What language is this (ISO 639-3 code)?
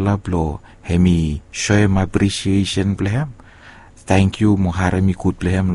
bis